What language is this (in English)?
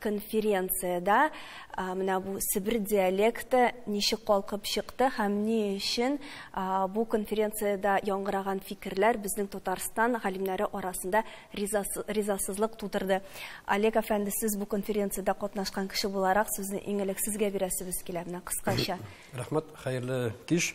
Tatar